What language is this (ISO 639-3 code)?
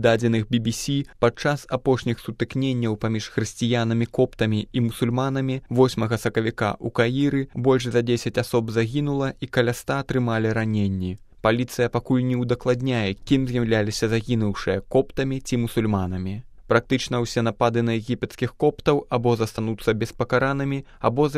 bel